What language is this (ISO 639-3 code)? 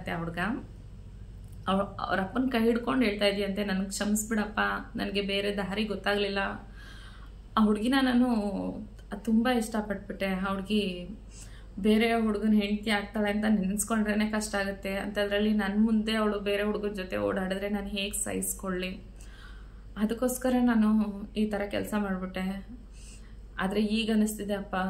kan